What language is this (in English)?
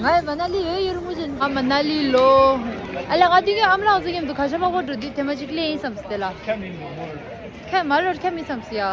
Tibetan